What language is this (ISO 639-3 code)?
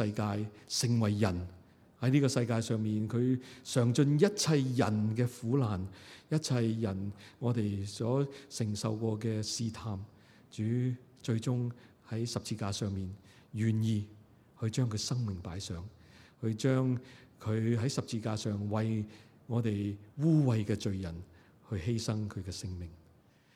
yue